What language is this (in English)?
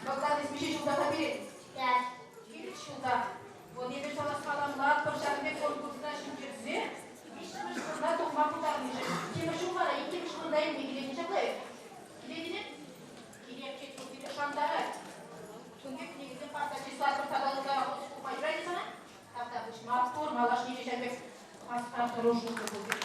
Chuvash